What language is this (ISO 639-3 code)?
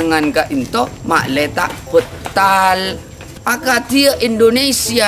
mad